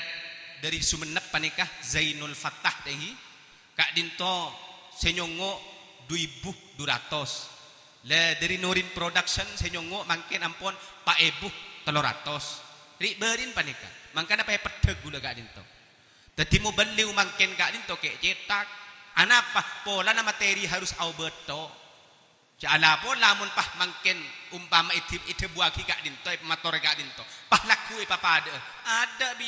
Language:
Madurese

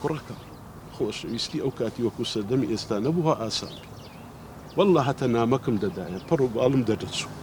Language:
Central Kurdish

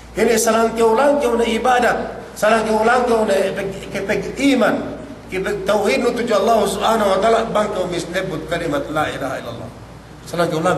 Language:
Yakan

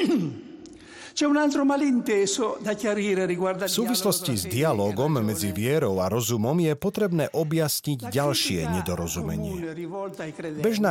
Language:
Slovak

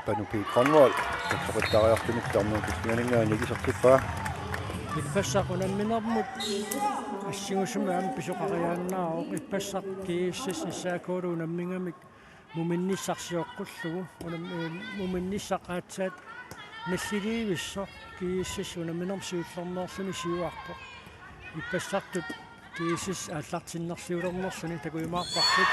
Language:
Kalaallisut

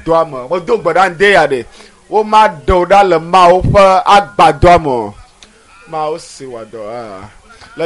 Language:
Ewe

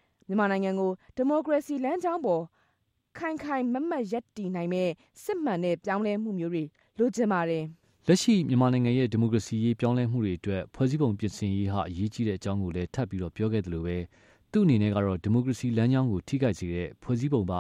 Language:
Burmese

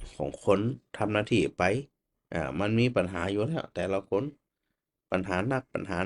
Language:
Northern Thai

